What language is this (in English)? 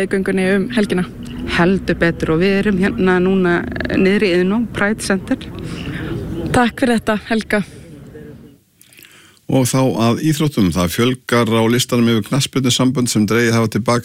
Icelandic